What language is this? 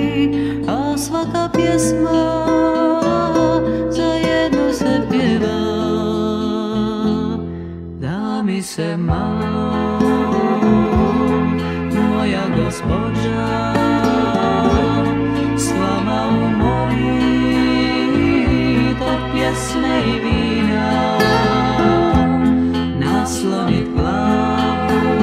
Croatian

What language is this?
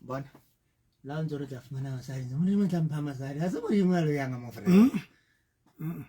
Southern Sotho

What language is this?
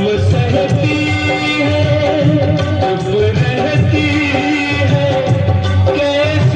Maithili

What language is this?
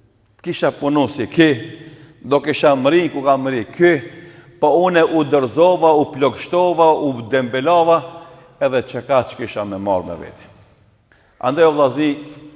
Albanian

